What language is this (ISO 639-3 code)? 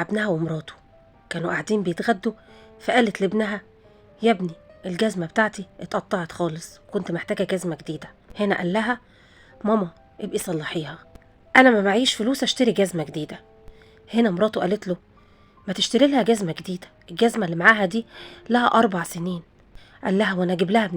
arz